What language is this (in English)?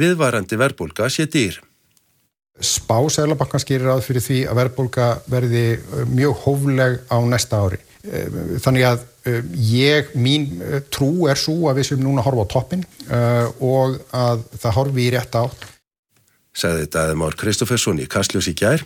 Icelandic